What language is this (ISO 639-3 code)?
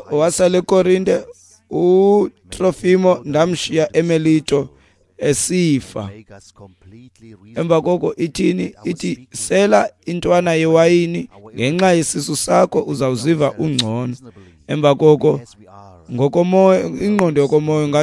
xho